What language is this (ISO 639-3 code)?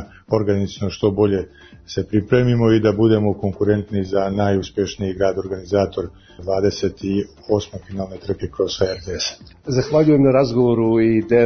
srp